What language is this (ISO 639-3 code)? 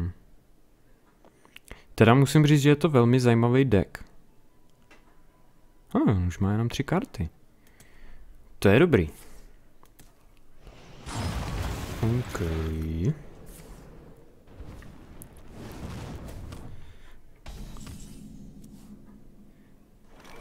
ces